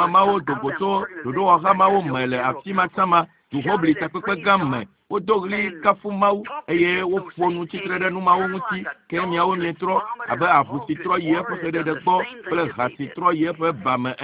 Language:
Ewe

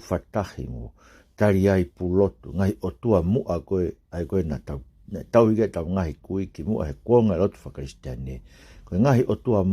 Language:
Tongan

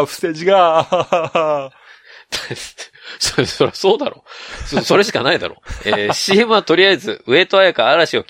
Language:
Japanese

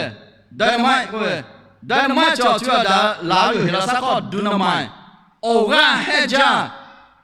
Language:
Lahu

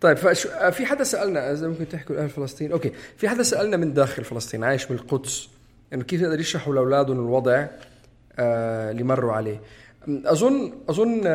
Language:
North Levantine Arabic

